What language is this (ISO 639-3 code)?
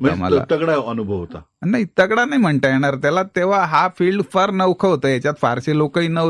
mar